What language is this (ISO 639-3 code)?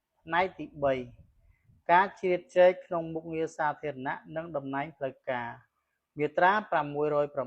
khm